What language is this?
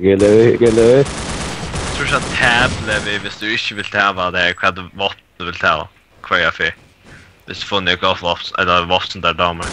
Faroese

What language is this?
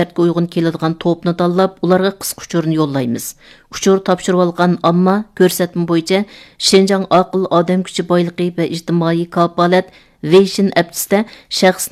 Uyghur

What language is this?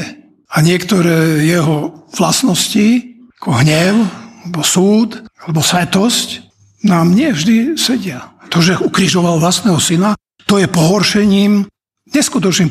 Slovak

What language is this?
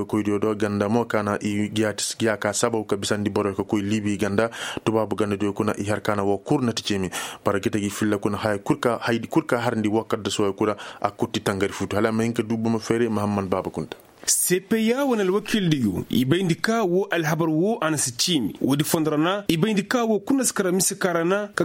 Koyraboro Senni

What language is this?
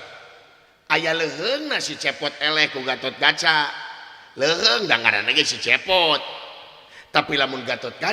Sundanese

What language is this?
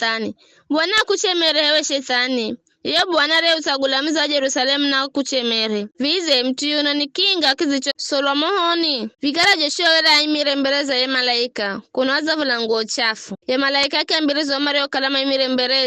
Giryama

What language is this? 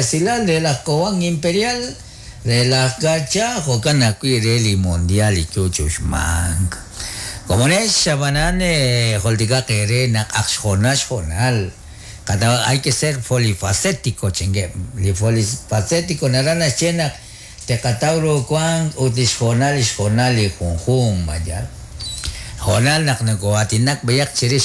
Kekchí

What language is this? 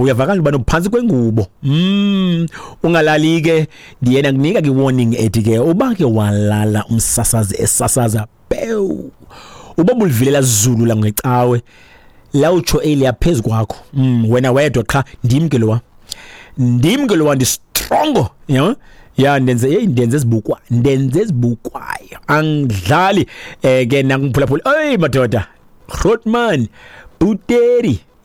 Xhosa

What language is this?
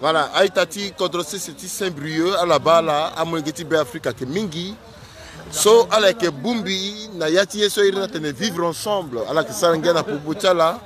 Sango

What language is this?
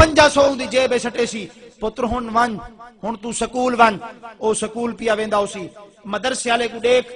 Saraiki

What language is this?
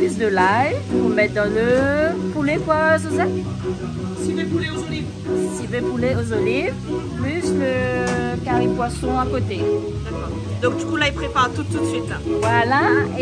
Réunion Creole French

